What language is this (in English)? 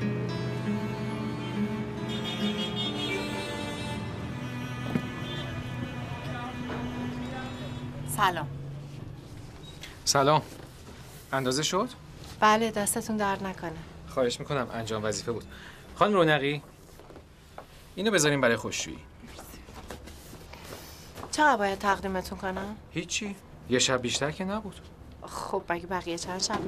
Persian